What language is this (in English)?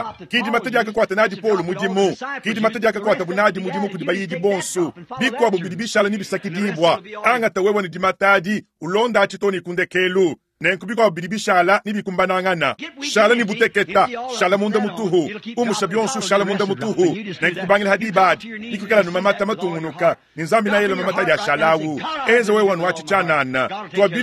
Luba-Lulua